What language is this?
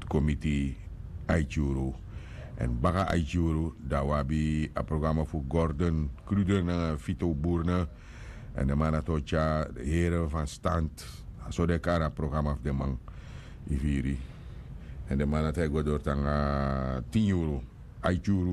Sranan Tongo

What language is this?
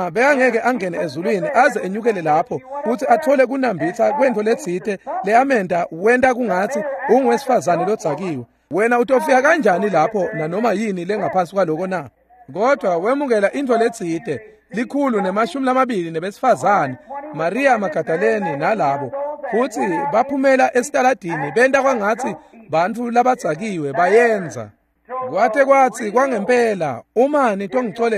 Swati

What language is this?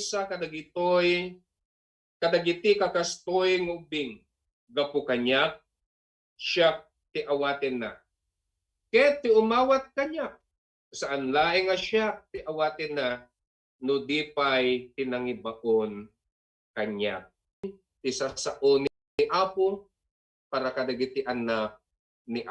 Iloko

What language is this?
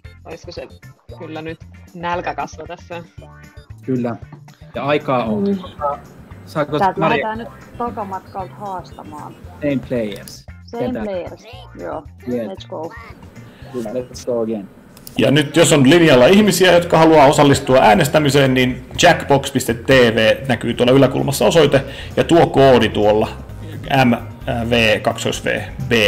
Finnish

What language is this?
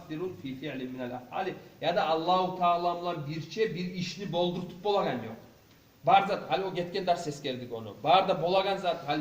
Kumyk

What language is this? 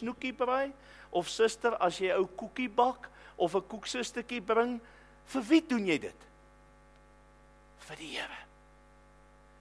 Afrikaans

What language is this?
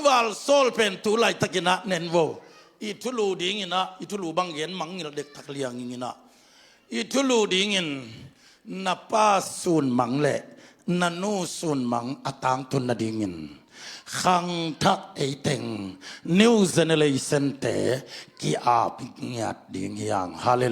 Tedim Chin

